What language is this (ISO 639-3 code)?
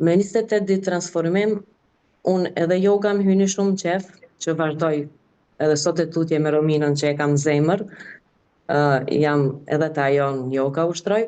sqi